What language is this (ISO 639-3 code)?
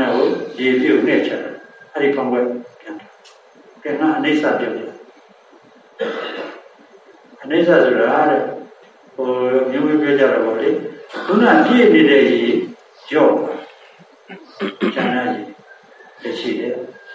mya